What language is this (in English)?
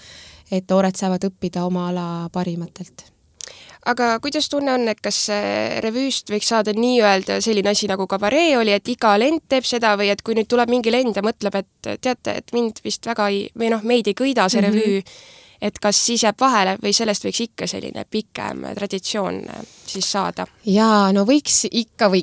Estonian